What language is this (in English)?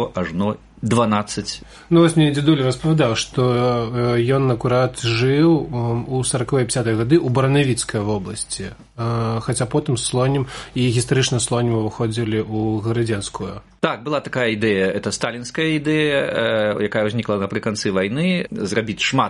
Belarusian